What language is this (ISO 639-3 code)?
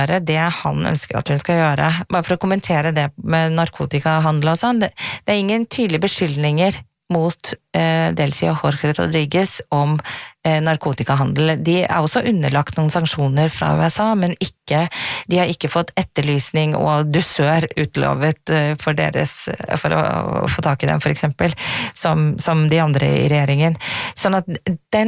nor